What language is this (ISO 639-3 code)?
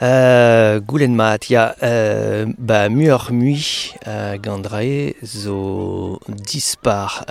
bre